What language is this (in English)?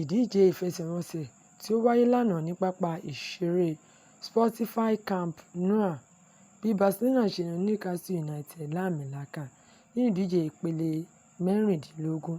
Yoruba